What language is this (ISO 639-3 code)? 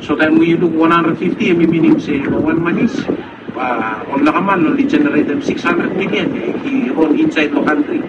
bis